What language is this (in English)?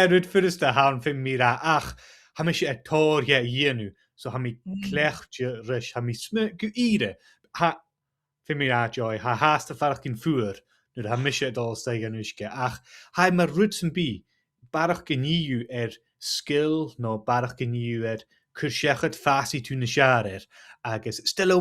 Scottish Gaelic